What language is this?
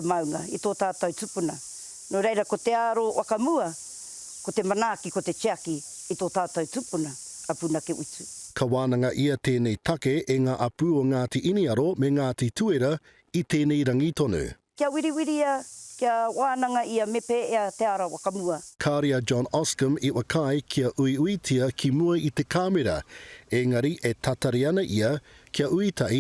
Māori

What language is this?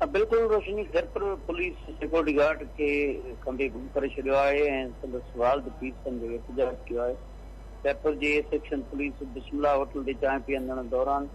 Sindhi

